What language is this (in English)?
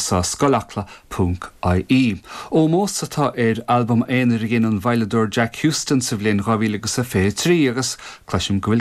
Irish